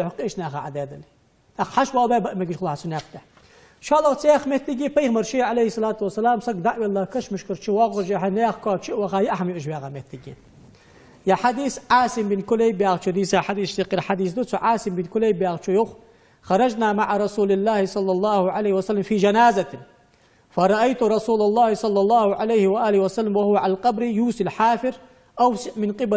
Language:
Ingush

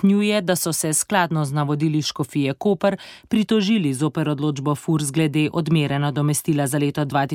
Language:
Slovenian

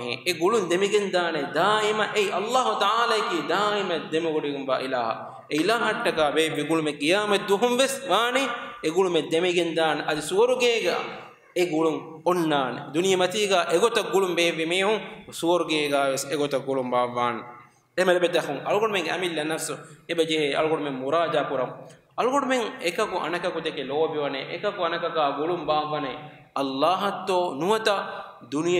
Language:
Divehi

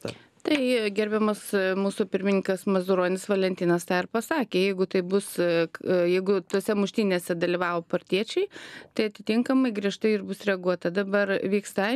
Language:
Lithuanian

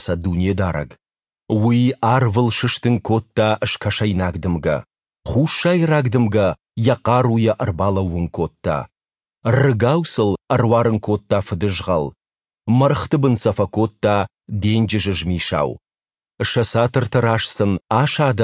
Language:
Ossetic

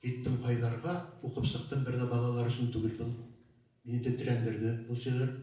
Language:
Tatar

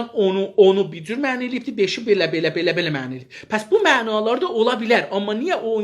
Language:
South Azerbaijani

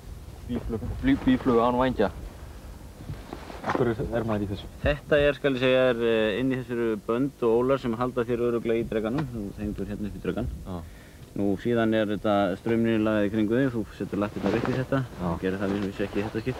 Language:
Icelandic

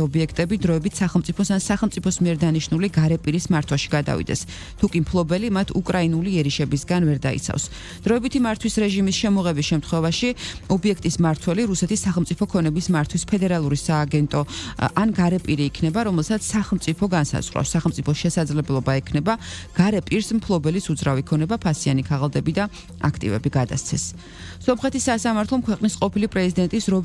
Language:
Georgian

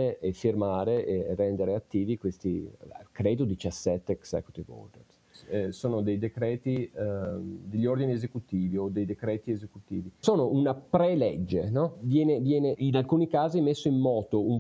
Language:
Italian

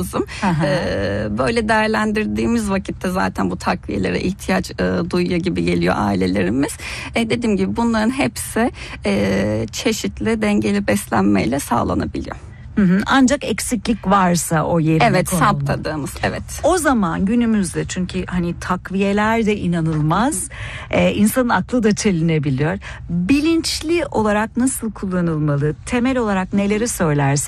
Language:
Turkish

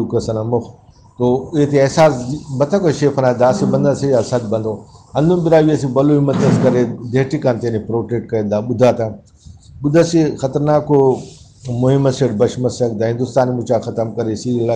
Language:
Brahui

